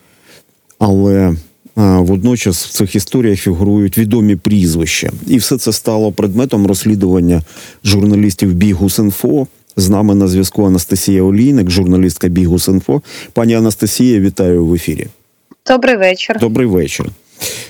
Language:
Ukrainian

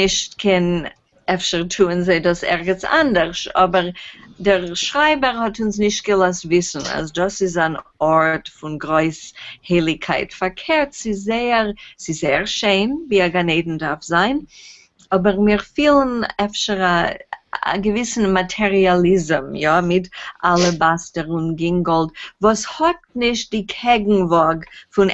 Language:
Yiddish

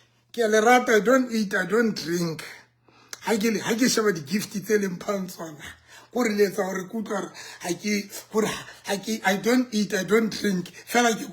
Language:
Southern Sotho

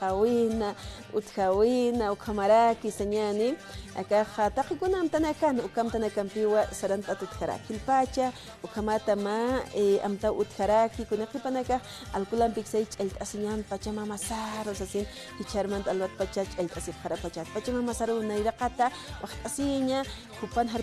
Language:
Aymara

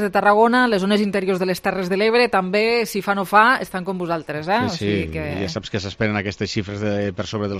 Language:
Catalan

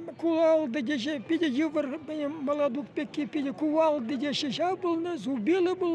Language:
Chuvash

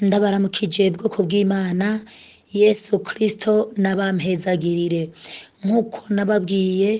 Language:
Rundi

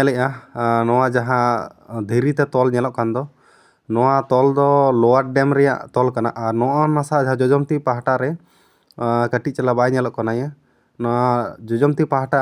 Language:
Santali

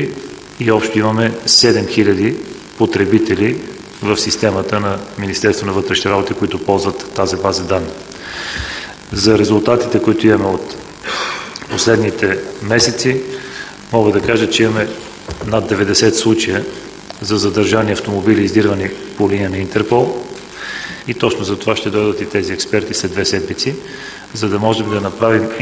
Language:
Bulgarian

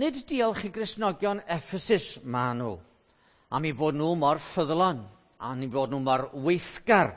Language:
Welsh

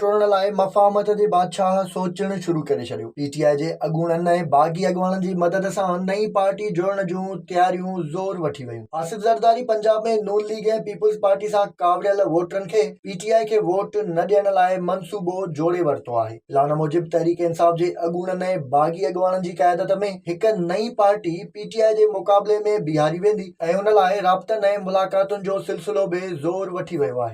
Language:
Sindhi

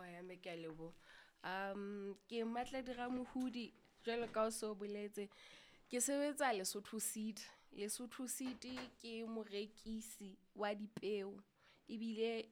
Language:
Southern Sotho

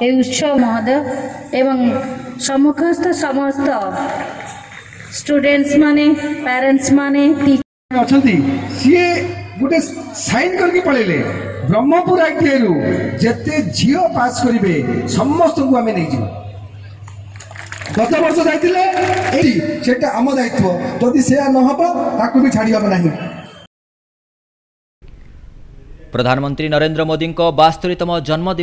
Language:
Odia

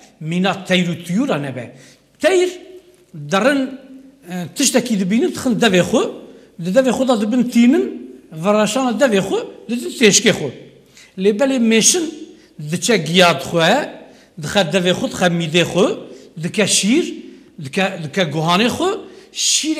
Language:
Kurdish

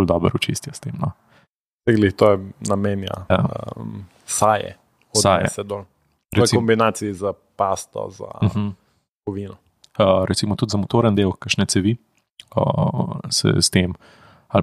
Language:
Slovenian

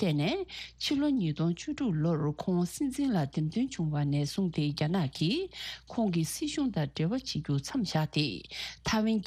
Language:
Tibetan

